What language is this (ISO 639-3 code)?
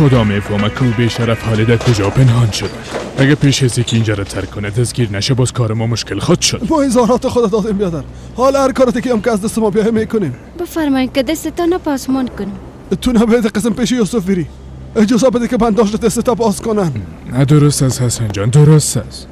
fas